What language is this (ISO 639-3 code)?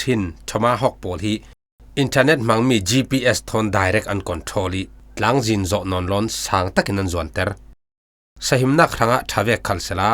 cfm